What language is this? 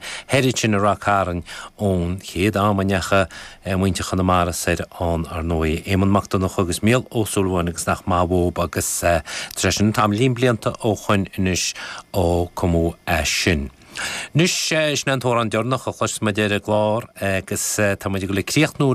Irish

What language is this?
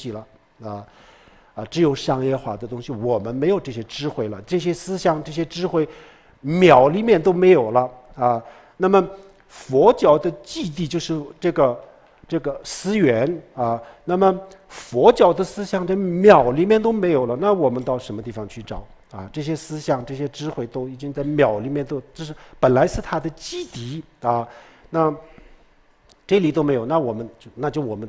Chinese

